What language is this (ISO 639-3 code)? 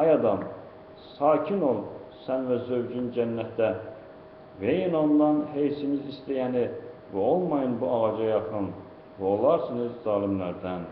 aze